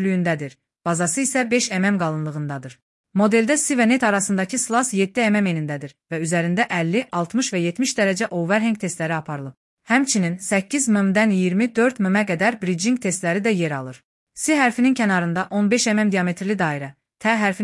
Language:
Azerbaijani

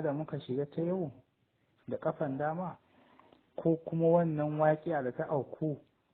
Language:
Hausa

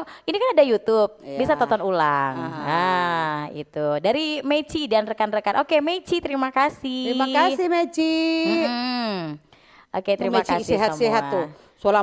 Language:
Manado Malay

